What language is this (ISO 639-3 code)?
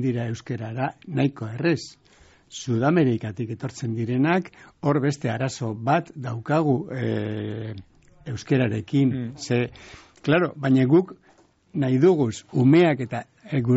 eus